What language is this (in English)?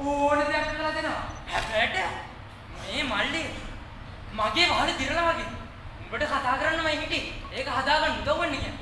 Sinhala